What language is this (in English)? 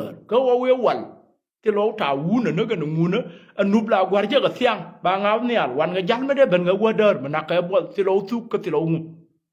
Nuer